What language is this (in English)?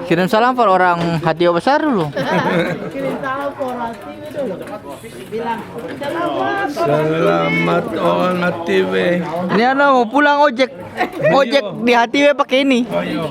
Ambonese Malay